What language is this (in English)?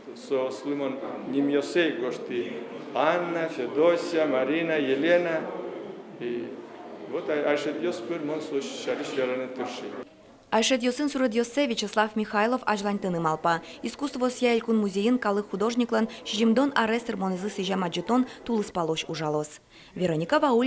Udmurt